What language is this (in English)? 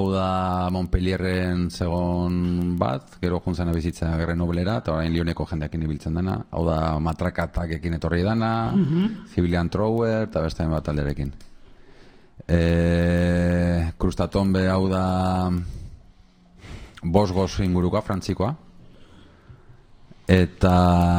Basque